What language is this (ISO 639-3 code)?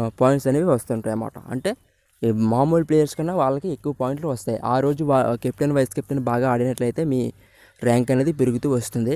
tel